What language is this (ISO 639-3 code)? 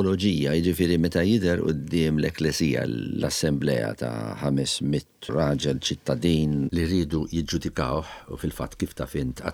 mlt